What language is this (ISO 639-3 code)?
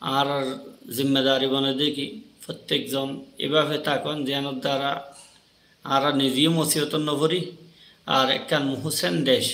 rhg